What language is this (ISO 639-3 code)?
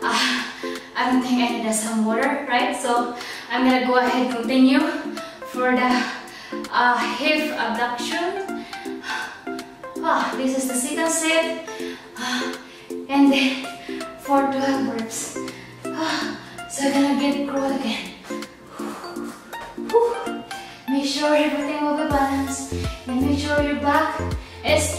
eng